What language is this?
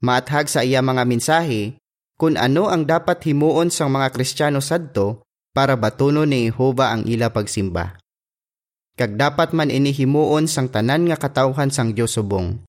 Hiligaynon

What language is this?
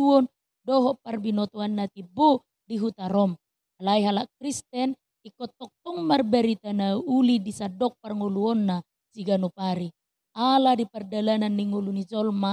Batak Toba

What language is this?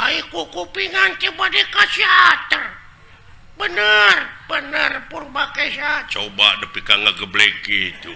Sundanese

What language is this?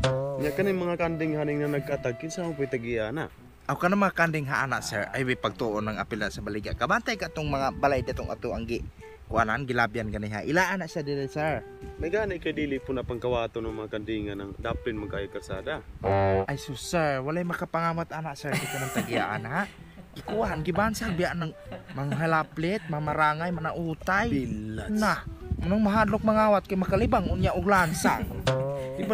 Cebuano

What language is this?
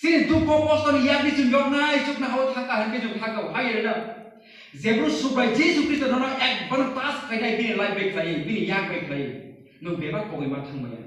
Kok Borok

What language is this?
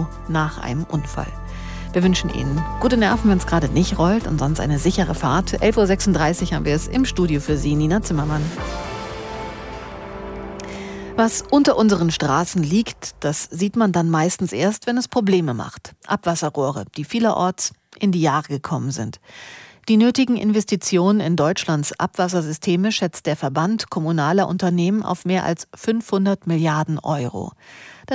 German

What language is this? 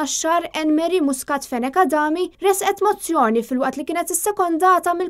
Maltese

